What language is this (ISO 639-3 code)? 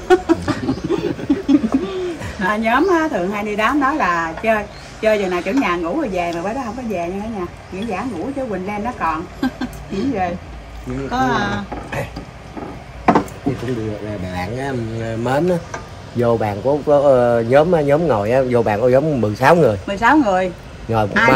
vie